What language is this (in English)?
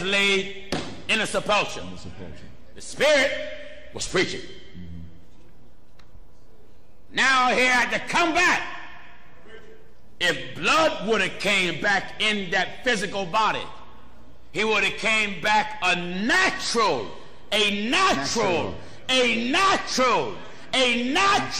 English